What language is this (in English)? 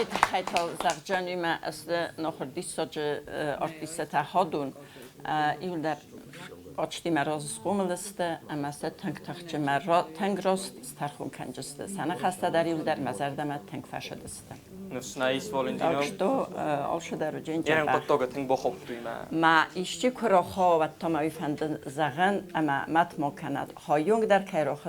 Ossetic